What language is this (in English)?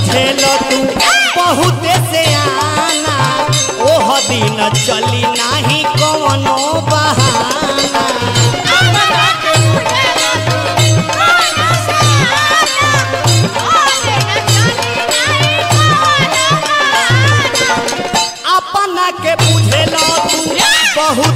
Bhojpuri